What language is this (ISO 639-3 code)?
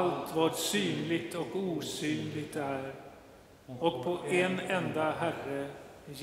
swe